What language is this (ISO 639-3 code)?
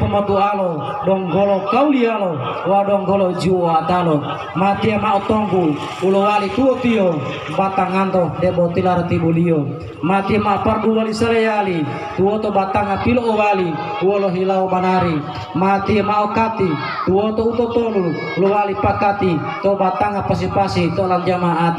gor